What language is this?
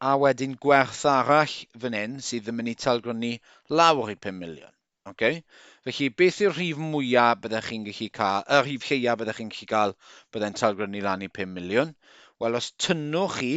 Welsh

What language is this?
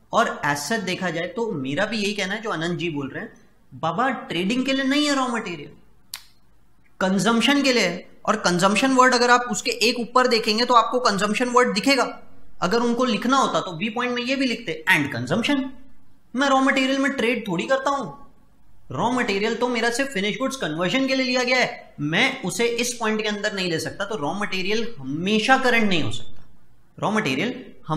Hindi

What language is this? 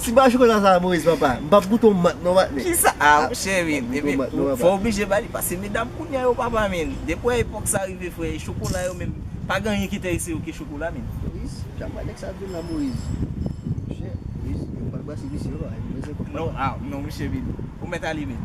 Haitian Creole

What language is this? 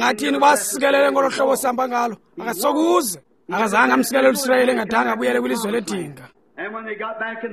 Xhosa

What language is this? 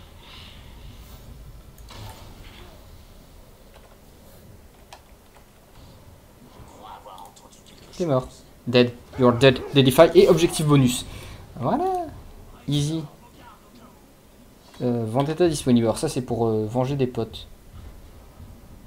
French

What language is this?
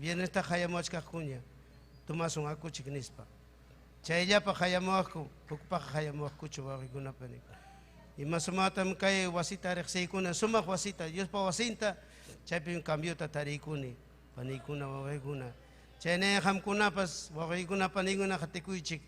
Ayacucho Quechua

